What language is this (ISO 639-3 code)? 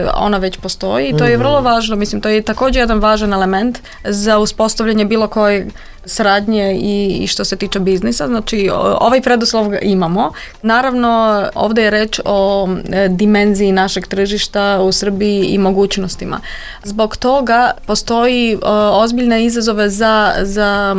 srp